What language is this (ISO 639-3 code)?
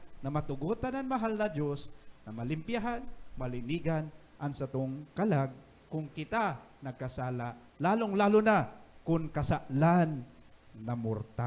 bik